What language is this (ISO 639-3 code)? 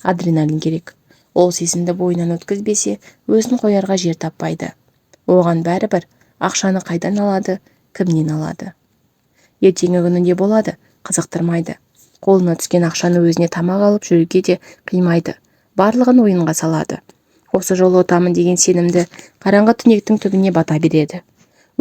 kaz